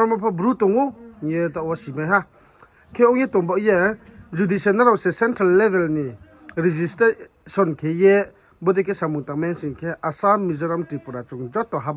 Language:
Riang (India)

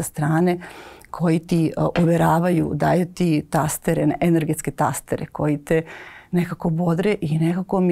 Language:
Serbian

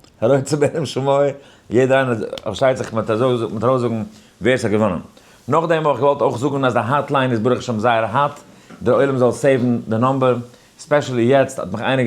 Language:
Yiddish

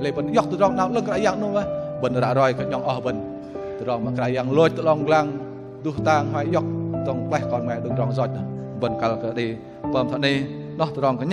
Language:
Bahnar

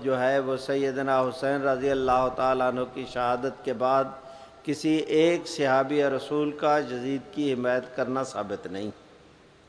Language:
Urdu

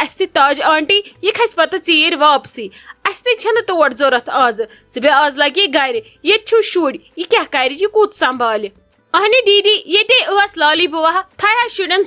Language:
Kashmiri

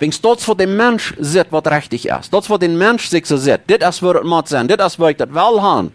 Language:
Plautdietsch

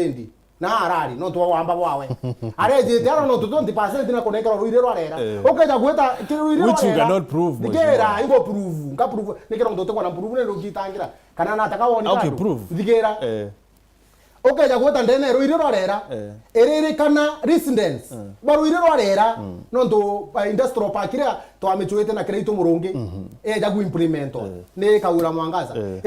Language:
Meru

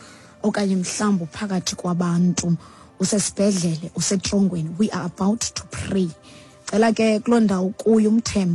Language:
Xhosa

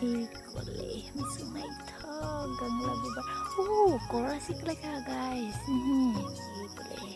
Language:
Kok Borok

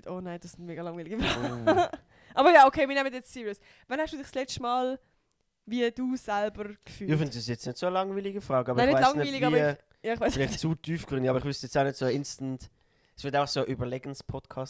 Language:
Swiss German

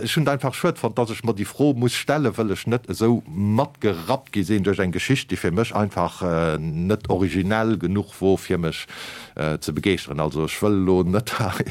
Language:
Luxembourgish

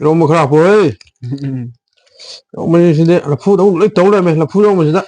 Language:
Manipuri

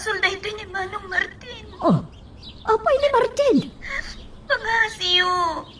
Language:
Iloko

